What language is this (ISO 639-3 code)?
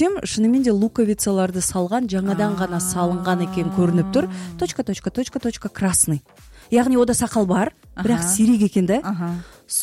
kaz